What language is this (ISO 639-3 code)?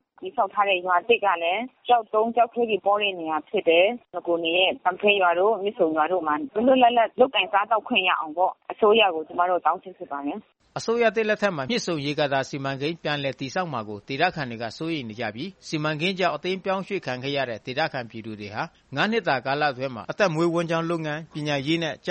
mya